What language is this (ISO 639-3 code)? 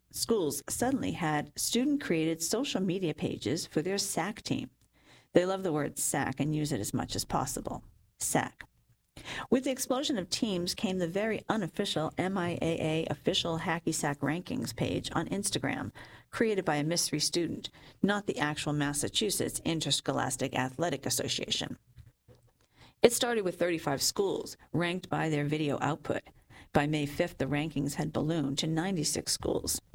eng